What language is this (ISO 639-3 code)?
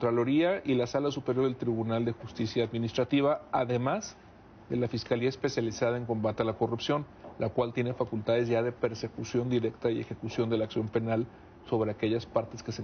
spa